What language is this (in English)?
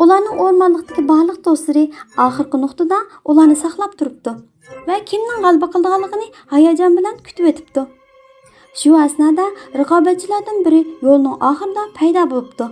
Uyghur